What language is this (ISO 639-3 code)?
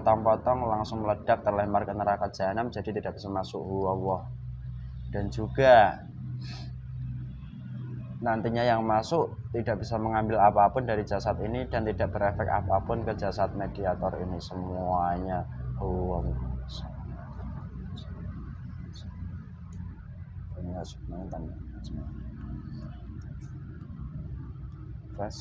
ind